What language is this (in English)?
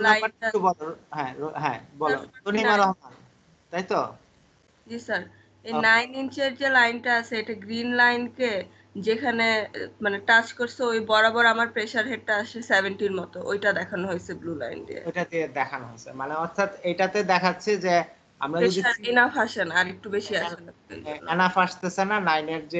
Bangla